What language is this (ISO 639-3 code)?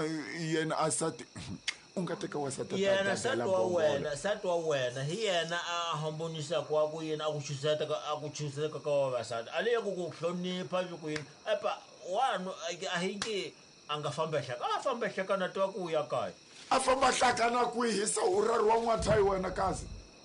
tso